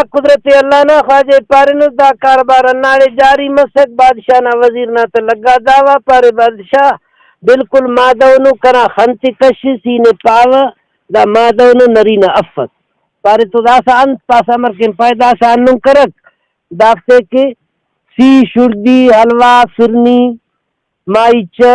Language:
Brahui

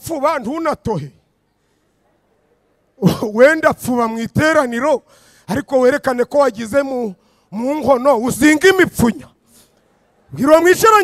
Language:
Kinyarwanda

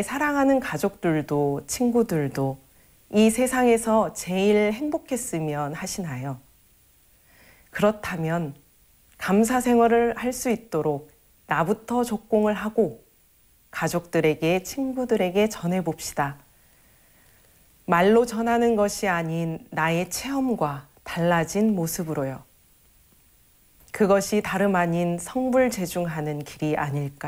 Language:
Korean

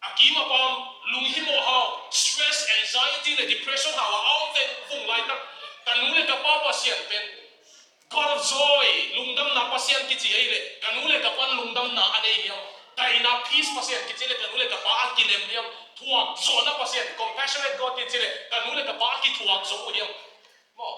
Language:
Tedim Chin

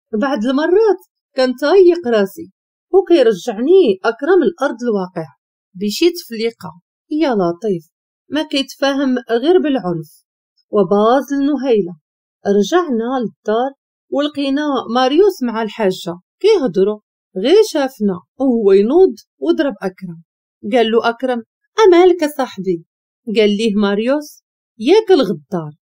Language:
Moroccan Arabic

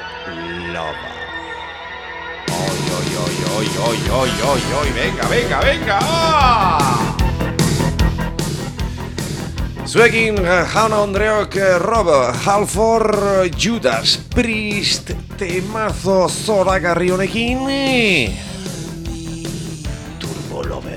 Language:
Basque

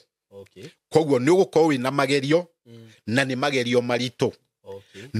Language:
Kikuyu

